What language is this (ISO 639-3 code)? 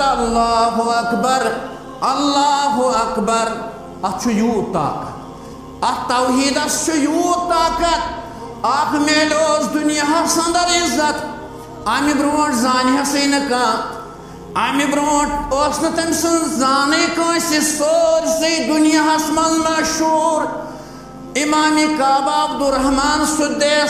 kas